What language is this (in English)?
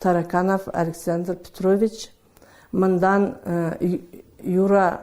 Karachay-Balkar